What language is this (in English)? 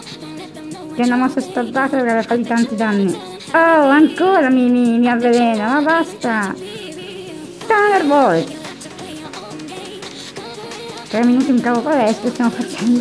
Italian